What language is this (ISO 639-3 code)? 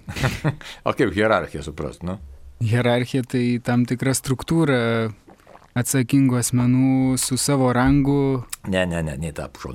lit